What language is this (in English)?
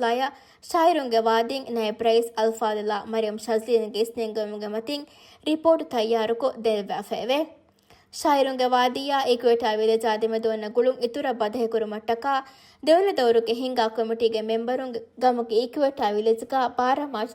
Divehi